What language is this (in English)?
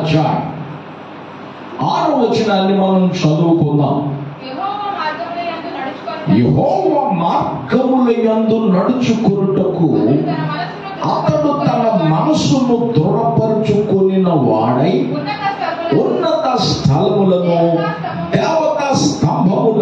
Telugu